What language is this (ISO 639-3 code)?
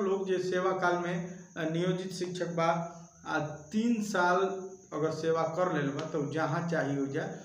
bho